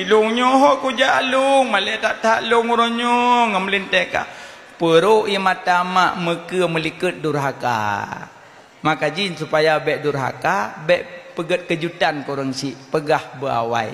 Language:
Achinese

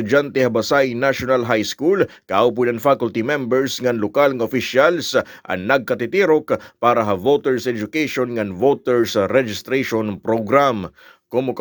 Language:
Waray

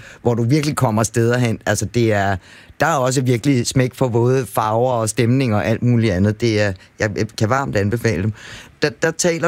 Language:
Danish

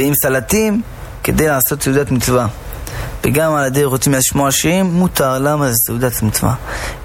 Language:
Hebrew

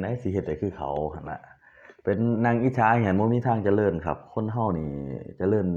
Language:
Northeastern Thai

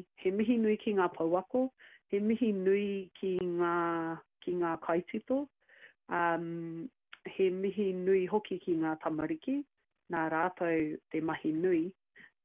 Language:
Māori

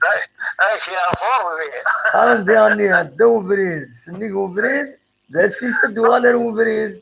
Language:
Kabyle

